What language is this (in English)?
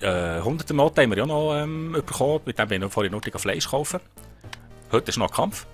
Swiss German